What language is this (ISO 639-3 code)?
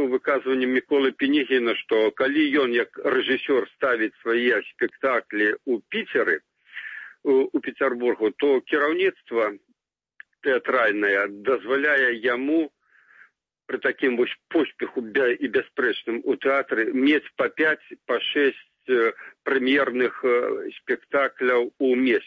bel